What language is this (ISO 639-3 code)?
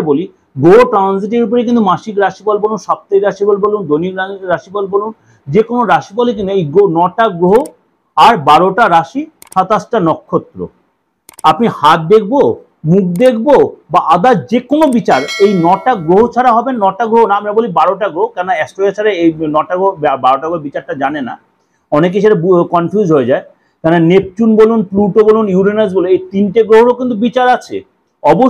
ben